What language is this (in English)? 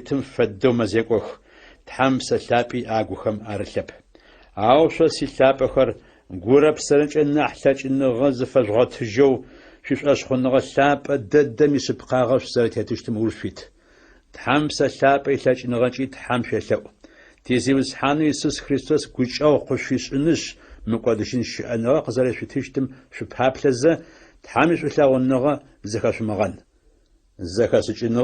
Adyghe